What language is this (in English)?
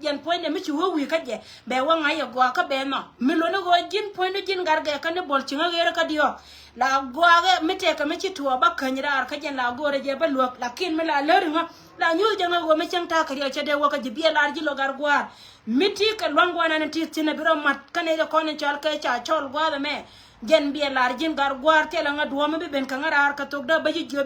Nuer